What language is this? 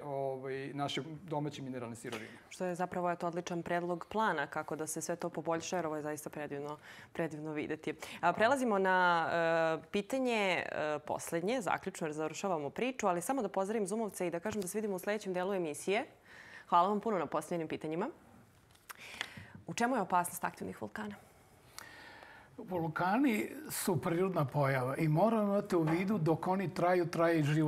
Serbian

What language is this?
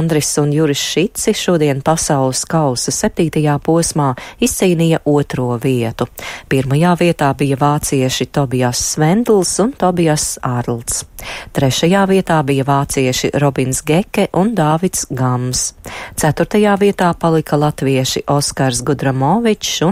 Latvian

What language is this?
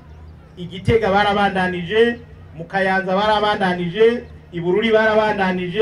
Rundi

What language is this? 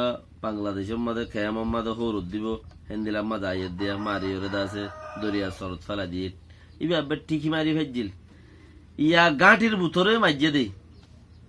Rohingya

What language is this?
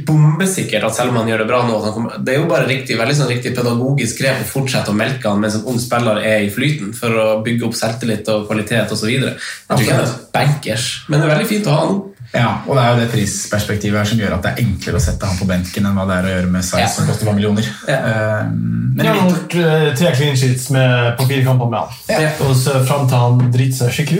Norwegian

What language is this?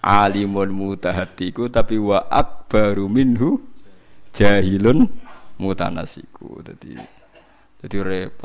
Javanese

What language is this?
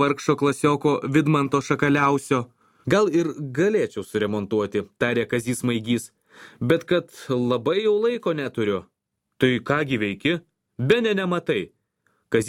Lithuanian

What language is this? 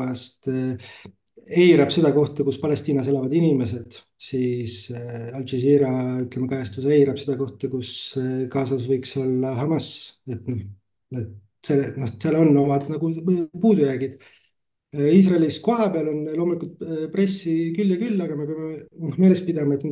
Estonian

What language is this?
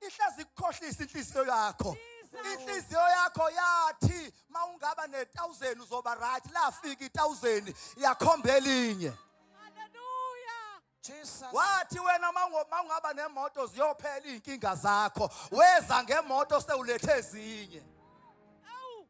Zulu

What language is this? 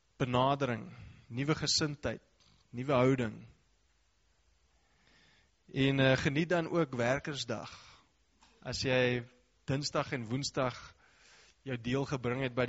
Afrikaans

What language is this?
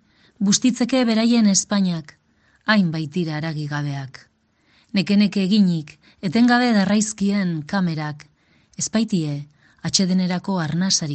Basque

